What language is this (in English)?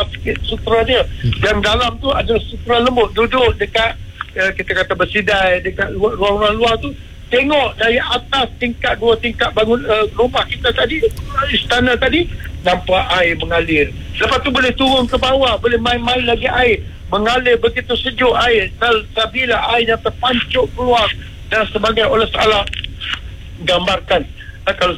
Malay